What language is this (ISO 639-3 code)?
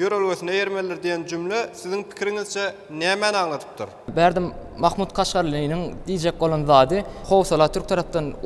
tuk